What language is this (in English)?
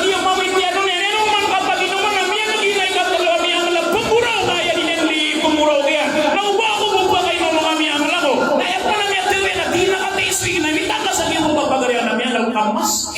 Maranao